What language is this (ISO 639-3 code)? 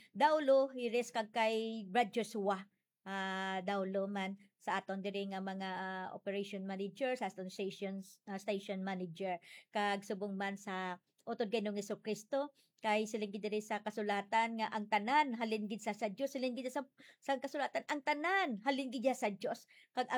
hil